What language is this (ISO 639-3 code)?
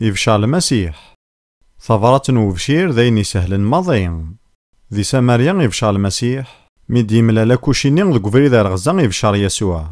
kab